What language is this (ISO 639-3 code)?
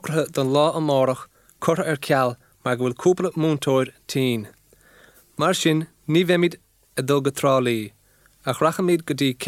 gle